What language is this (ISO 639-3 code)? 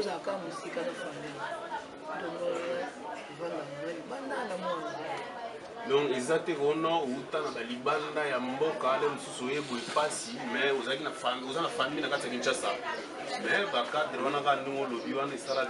lin